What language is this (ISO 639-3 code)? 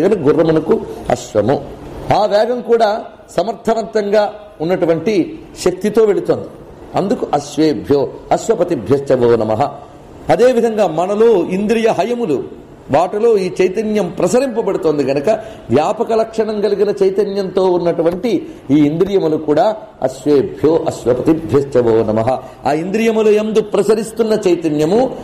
tel